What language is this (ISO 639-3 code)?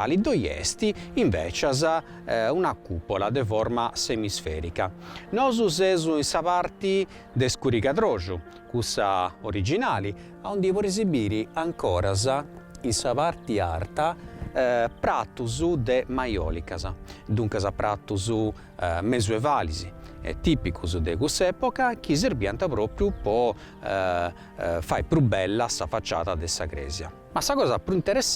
srd